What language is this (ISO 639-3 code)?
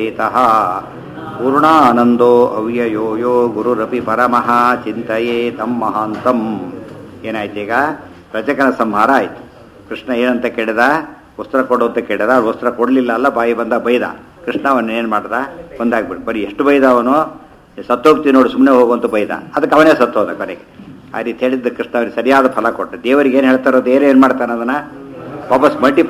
kan